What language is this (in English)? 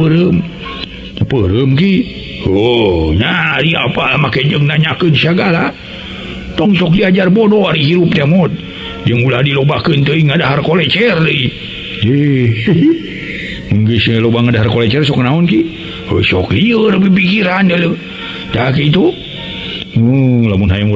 Sundanese